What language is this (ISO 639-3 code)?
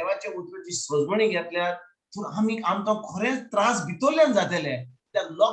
kok